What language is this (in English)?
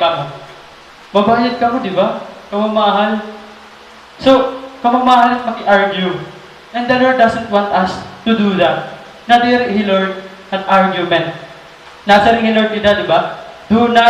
Waray